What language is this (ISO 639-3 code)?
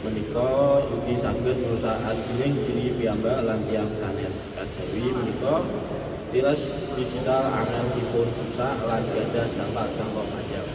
jav